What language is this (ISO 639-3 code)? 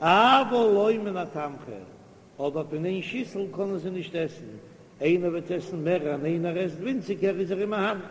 yid